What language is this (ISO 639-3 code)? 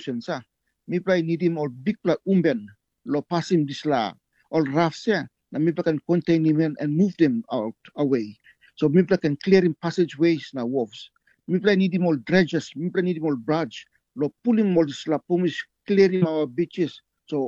tpi